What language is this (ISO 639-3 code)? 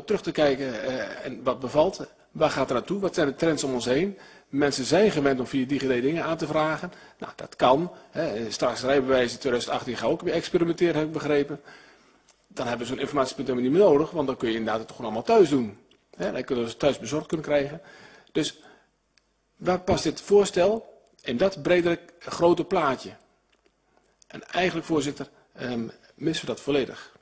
nld